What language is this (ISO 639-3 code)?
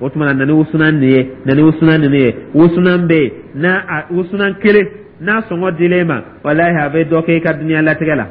dyu